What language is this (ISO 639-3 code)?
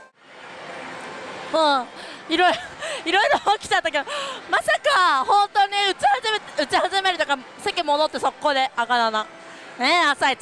jpn